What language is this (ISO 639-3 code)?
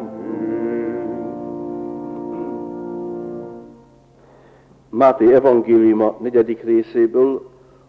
hun